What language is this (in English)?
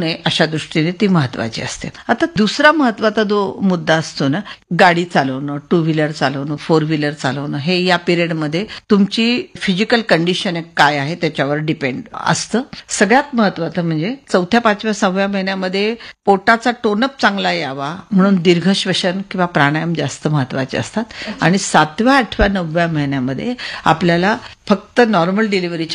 Marathi